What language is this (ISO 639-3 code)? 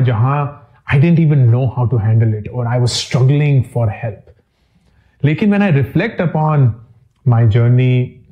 hin